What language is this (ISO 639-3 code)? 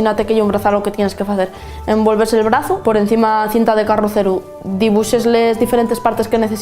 ast